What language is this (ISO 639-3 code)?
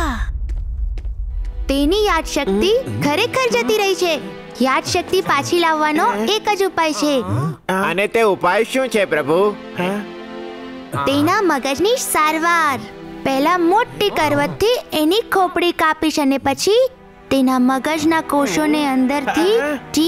guj